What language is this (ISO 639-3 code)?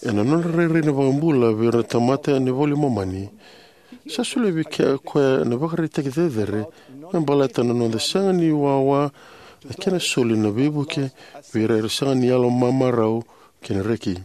fij